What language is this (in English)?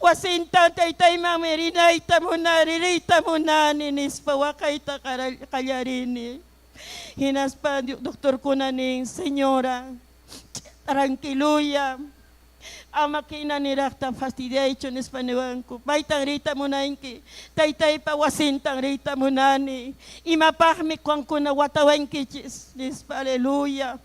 Ayacucho Quechua